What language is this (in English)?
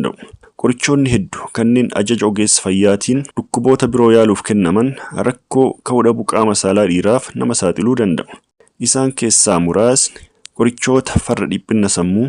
Oromo